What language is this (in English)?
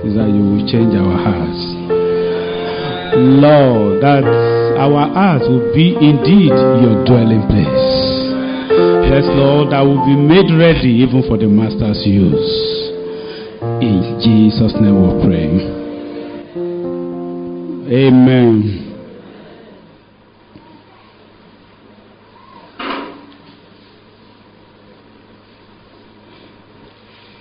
English